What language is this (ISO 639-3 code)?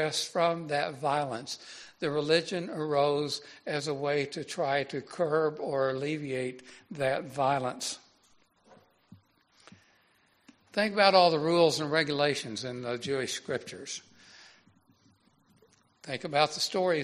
eng